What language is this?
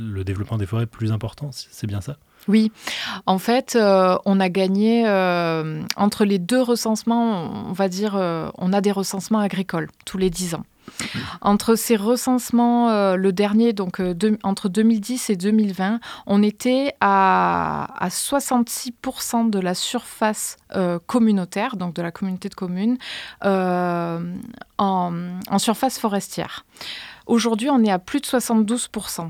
French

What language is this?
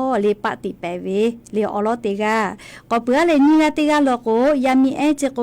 Lahu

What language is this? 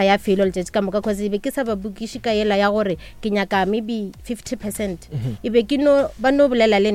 Northern Sotho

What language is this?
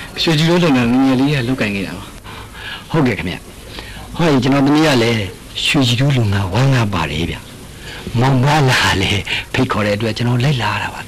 Burmese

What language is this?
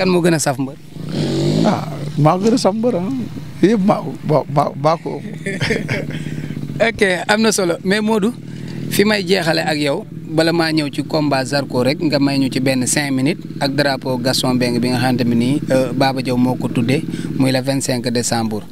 Wolof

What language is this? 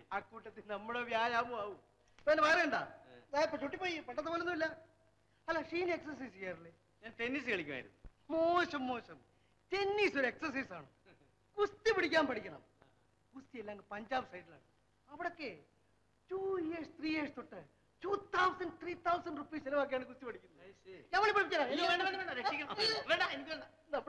Malayalam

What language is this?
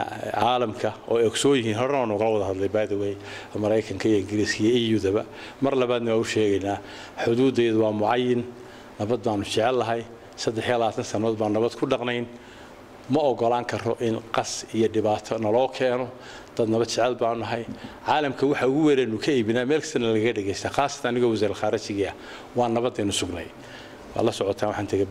Somali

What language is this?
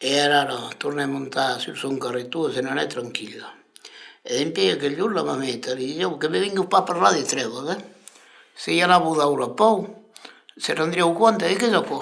Occitan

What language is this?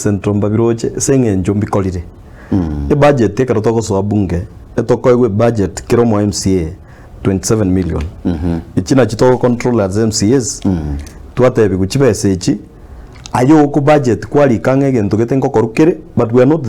Gusii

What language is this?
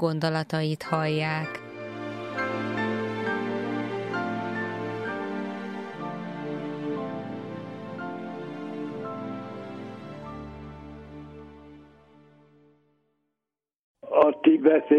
Hungarian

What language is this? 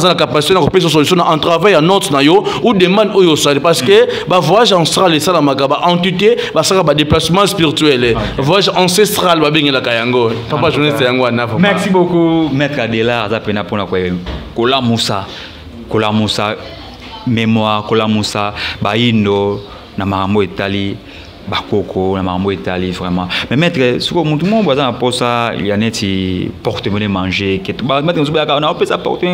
Lingala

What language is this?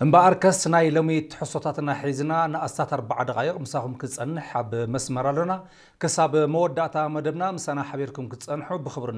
Tigrinya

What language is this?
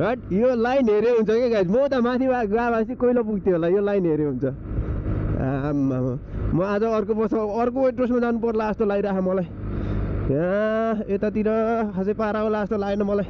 Nepali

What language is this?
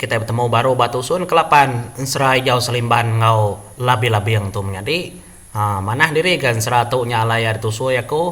Iban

